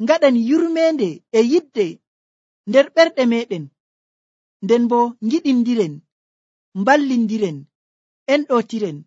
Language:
Nigerian Fulfulde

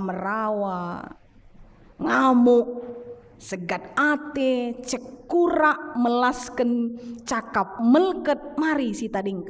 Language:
Batak Karo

